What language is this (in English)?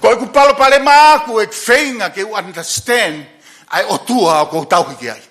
Tongan